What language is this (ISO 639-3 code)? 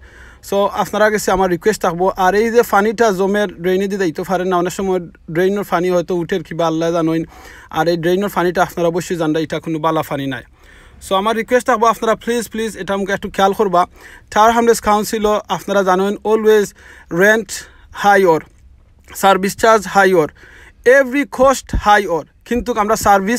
syl